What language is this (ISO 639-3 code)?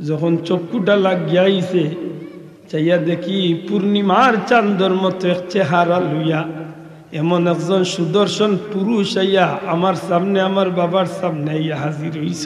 syl